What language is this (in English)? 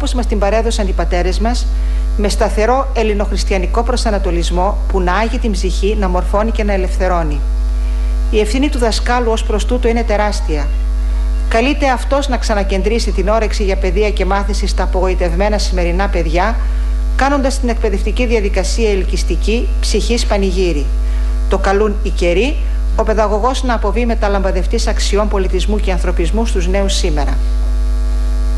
Greek